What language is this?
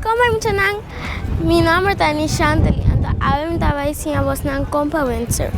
Papiamento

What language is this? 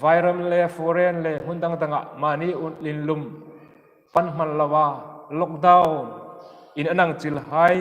Hmar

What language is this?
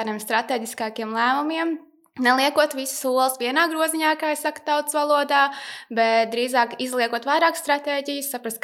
Latvian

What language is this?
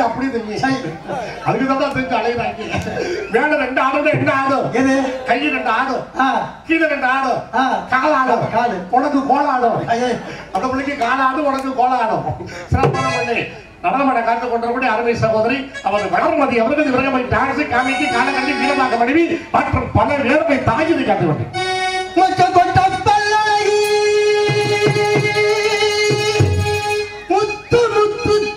Tamil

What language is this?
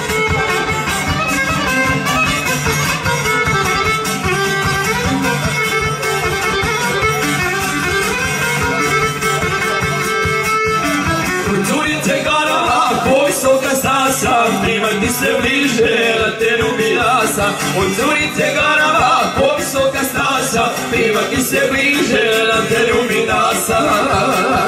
Croatian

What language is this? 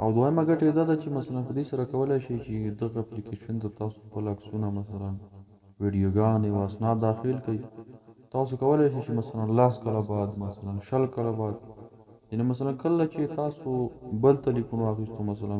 Pashto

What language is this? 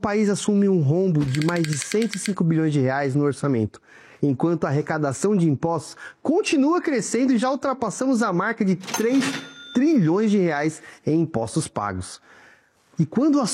Portuguese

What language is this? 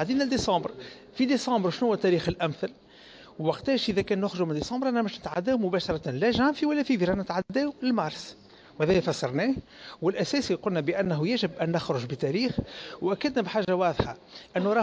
Tunisian Arabic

